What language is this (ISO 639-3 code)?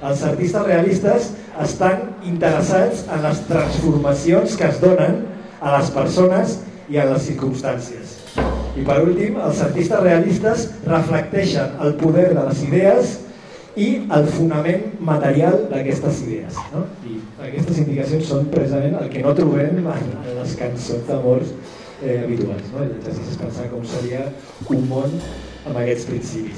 cat